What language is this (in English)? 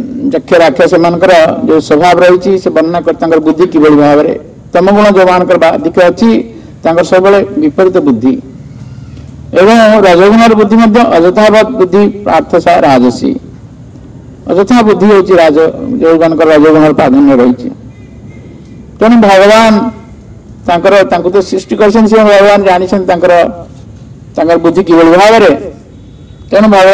Odia